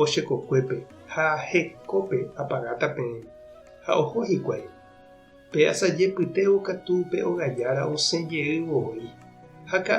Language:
Guarani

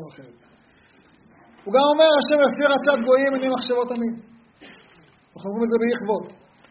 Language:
Hebrew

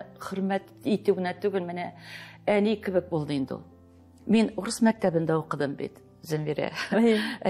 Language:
Tatar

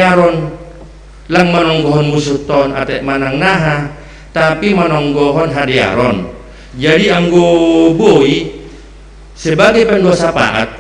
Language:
Batak Simalungun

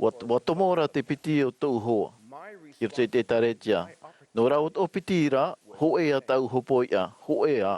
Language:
Tahitian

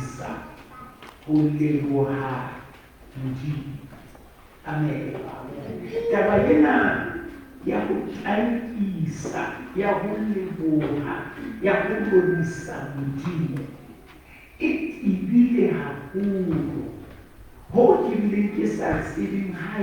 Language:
Southern Sotho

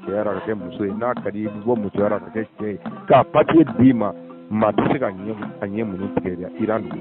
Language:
Bambara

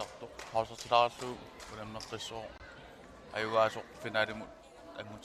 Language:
Kalaallisut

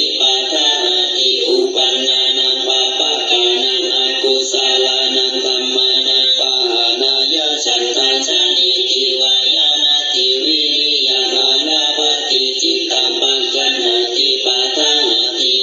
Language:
Pali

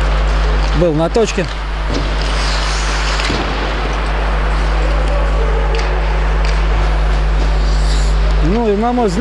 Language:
Russian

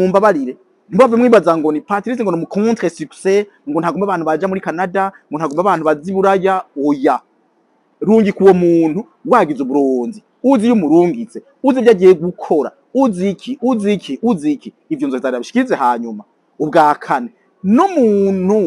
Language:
Rundi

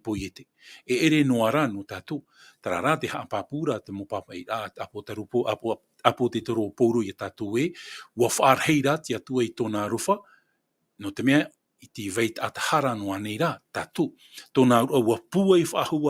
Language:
Tahitian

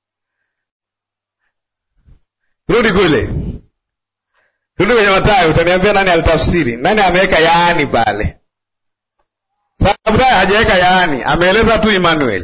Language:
Swahili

